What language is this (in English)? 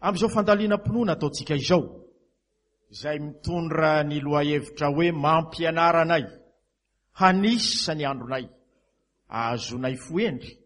Malagasy